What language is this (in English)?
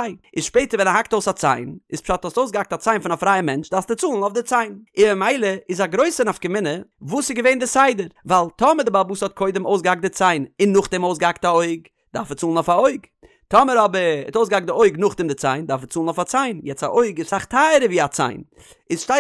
Yiddish